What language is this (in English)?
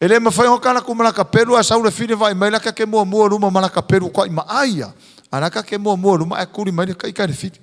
Samoan